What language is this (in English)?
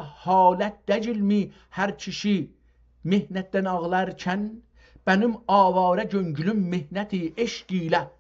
South Azerbaijani